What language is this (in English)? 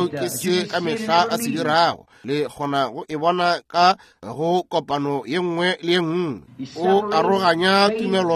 Northern Sotho